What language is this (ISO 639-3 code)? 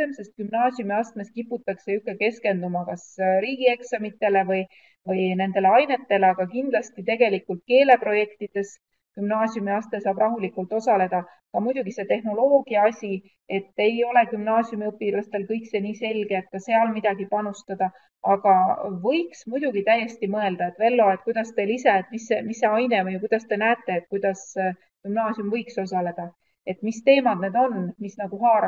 est